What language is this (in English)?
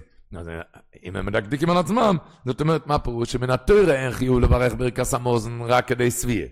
Hebrew